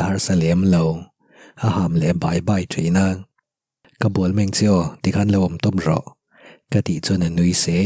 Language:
Mizo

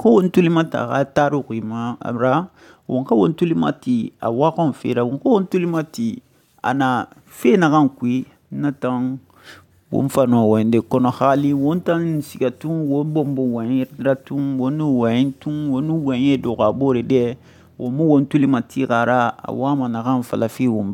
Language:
Susu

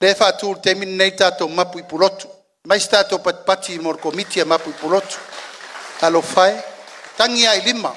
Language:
Samoan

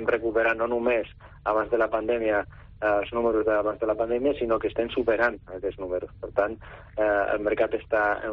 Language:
Catalan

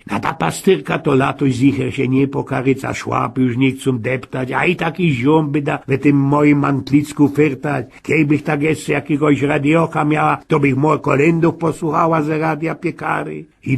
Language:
Silesian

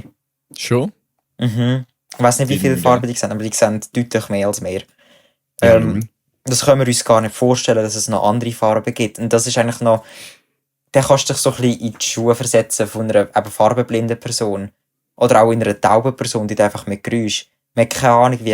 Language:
Swiss German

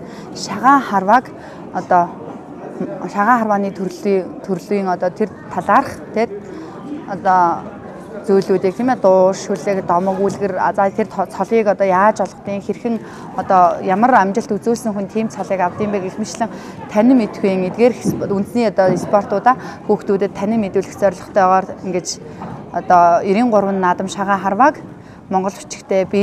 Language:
Mongolian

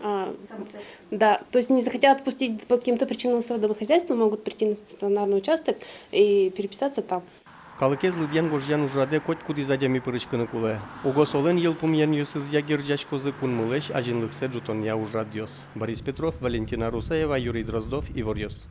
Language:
Udmurt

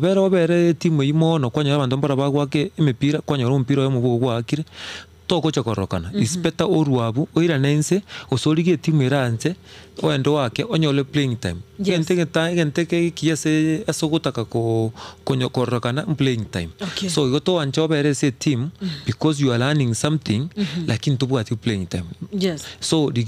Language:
Gusii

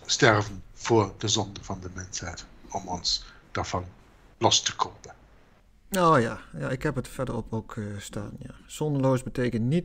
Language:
Dutch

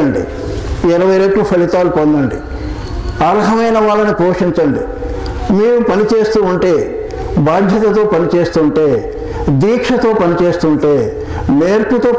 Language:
Telugu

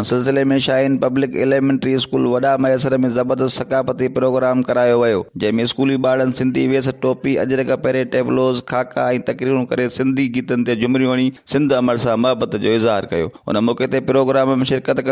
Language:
Sindhi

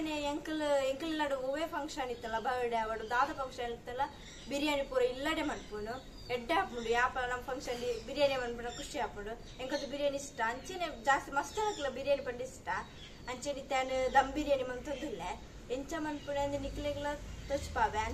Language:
Tulu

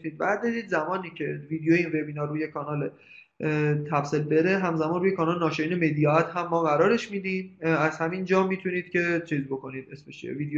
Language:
Persian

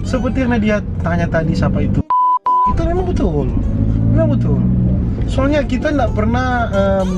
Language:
Manado Malay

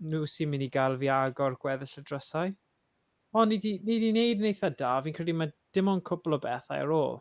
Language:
Welsh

